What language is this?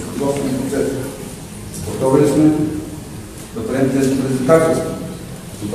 Bulgarian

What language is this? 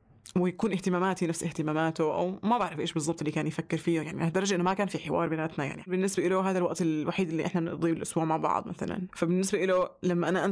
North Levantine Arabic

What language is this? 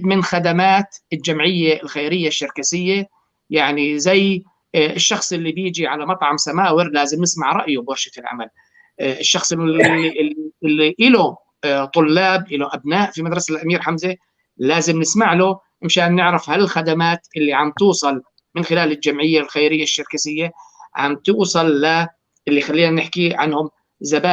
North Levantine Arabic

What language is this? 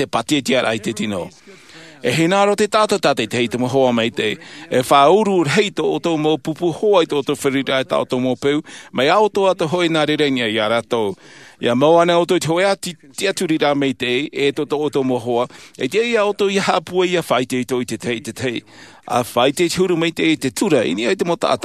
Tahitian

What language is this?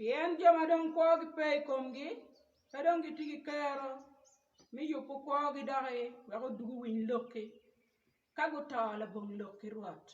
Acoli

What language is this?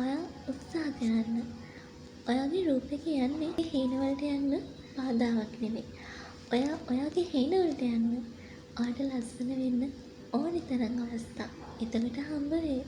Sinhala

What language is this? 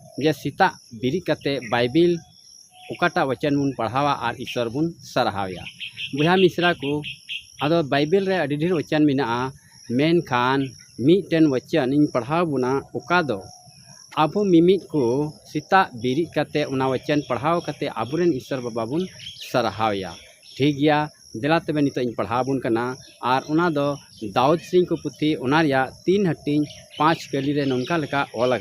Santali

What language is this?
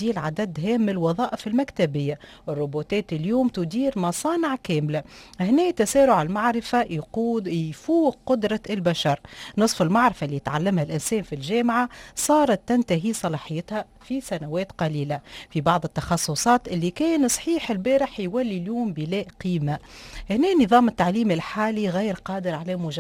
Tunisian Arabic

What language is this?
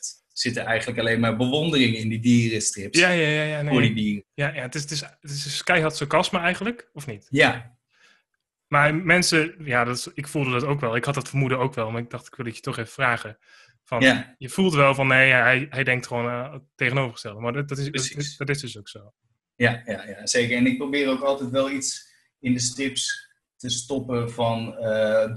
Dutch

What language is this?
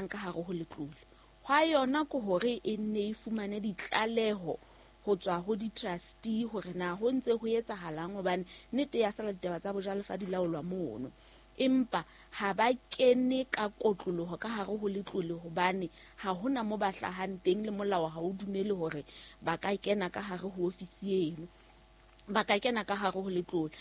Southern Sotho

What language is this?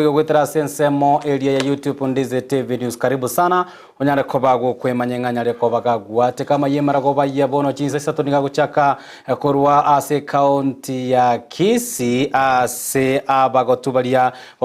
Gusii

